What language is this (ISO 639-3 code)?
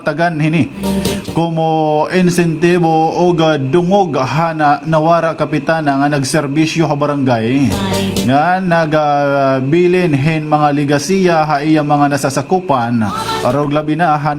war